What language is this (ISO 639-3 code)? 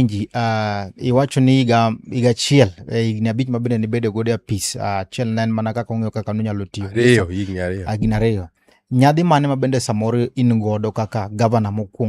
luo